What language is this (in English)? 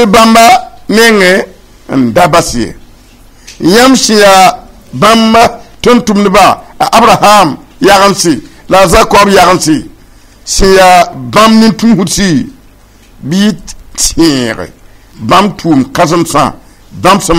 Mossi